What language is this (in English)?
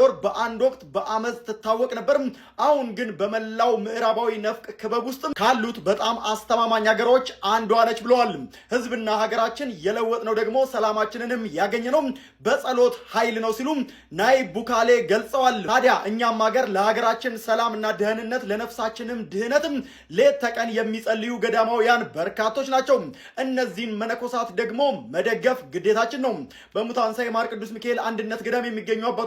Amharic